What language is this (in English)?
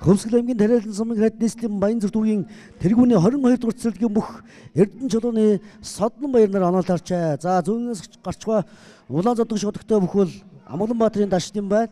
Mongolian